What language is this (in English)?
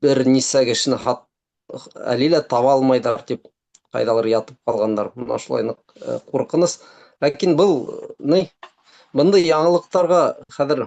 Bashkir